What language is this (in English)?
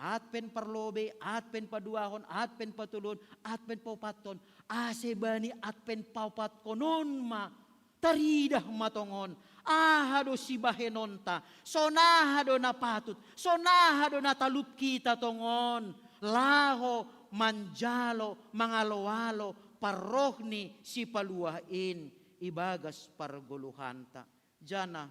Batak Simalungun